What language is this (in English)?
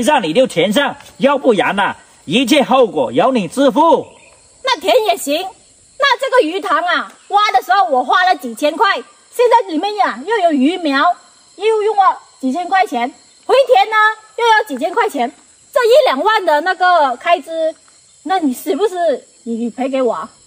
Chinese